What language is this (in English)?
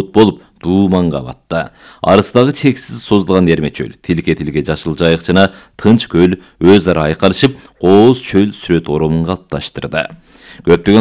Kyrgyz